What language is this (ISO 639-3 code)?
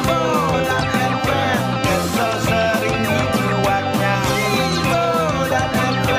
bew